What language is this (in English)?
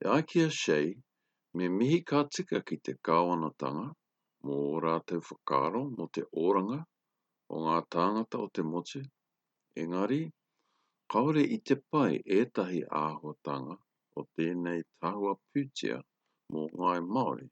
Māori